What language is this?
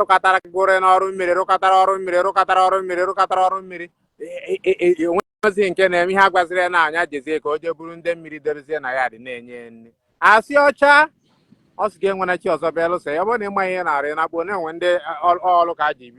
Igbo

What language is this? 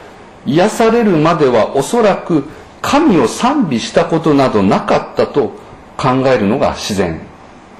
Japanese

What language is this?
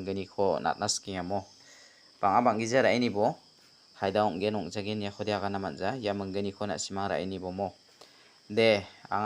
Garo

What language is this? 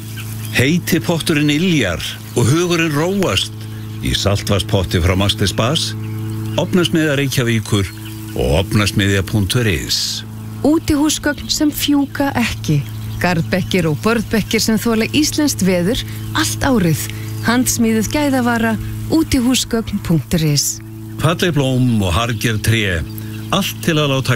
Icelandic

